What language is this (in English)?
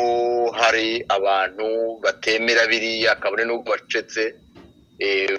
Kinyarwanda